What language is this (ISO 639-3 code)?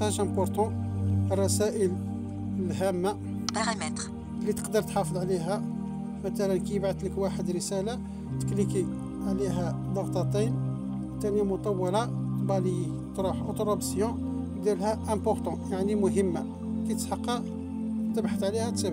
arq